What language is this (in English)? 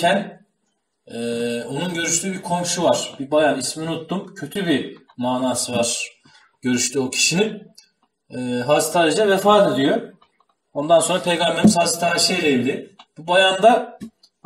Turkish